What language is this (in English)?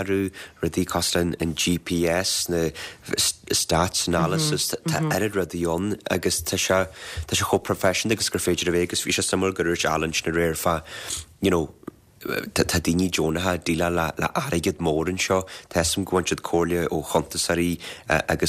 Irish